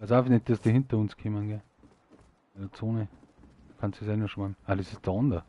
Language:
Bavarian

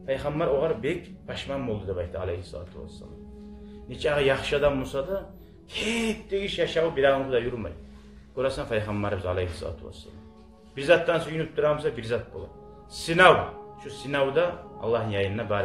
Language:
Kumyk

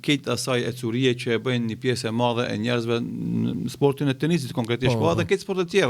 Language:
Albanian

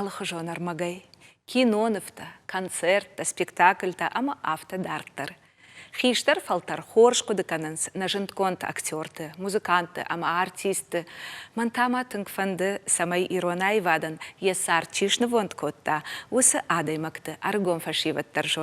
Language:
Ossetic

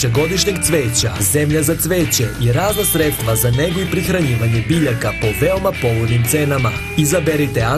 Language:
Serbian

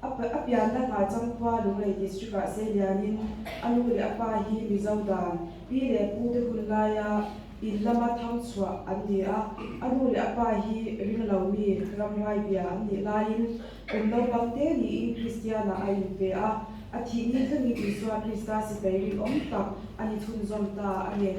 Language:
Mizo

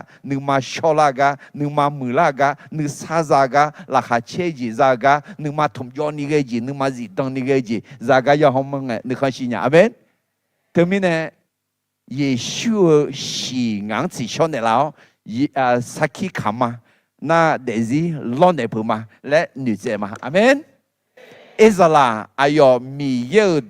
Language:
Akha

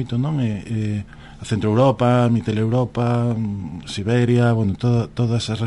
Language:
Galician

